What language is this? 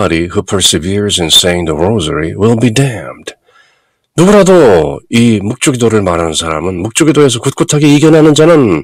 Korean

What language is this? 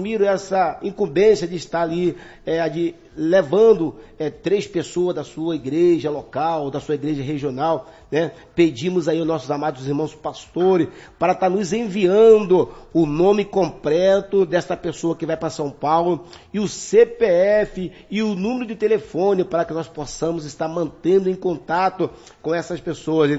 Portuguese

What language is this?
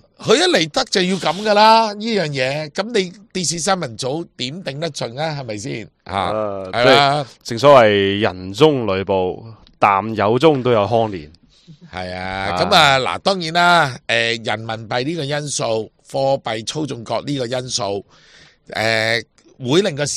Cantonese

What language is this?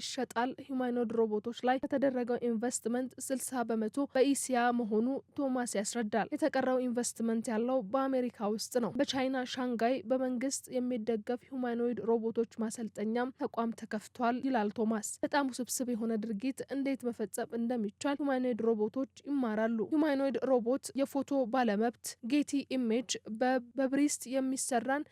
Amharic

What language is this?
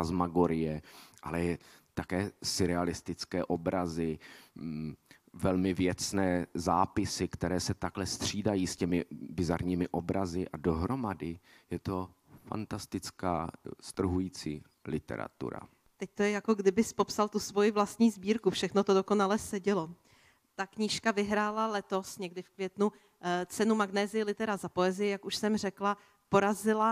Czech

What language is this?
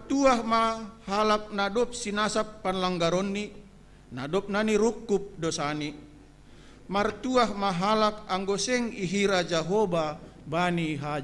Batak Simalungun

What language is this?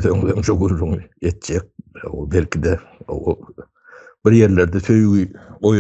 Turkmen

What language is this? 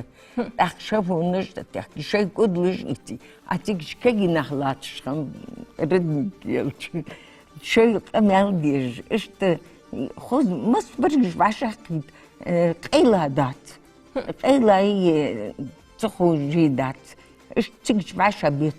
Ingush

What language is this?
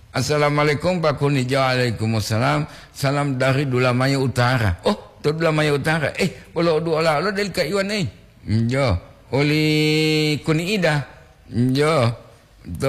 Gorontalo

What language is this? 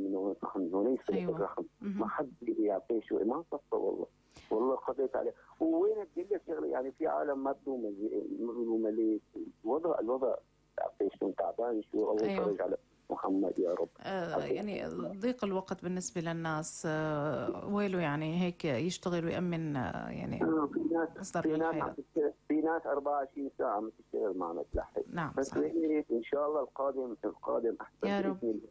North Levantine Arabic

